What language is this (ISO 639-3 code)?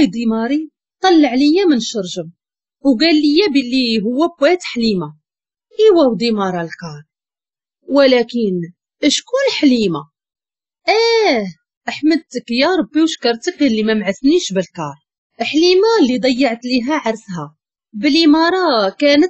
ary